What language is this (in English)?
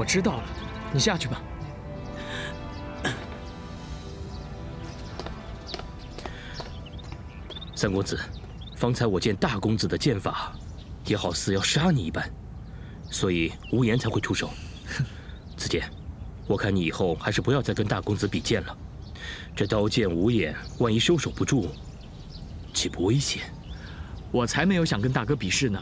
Chinese